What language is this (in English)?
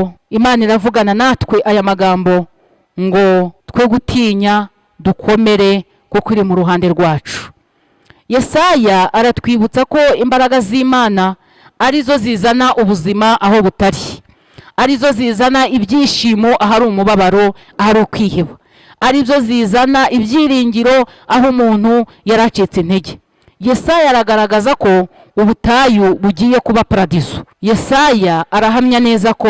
Kinyarwanda